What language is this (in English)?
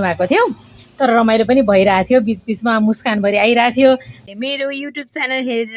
Nepali